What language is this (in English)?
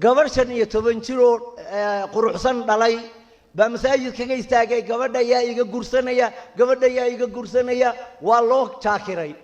Somali